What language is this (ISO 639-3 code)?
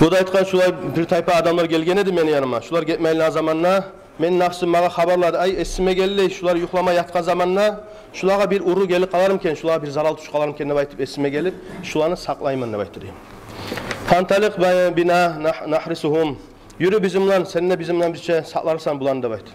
kum